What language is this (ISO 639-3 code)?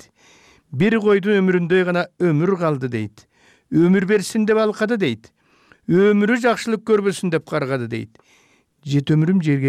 kir